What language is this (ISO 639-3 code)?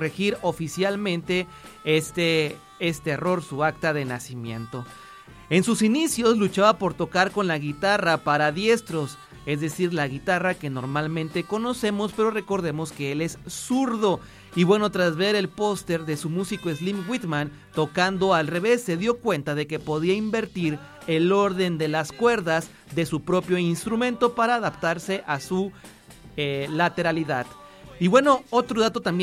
spa